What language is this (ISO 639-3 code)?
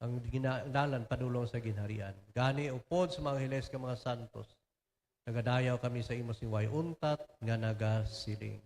hil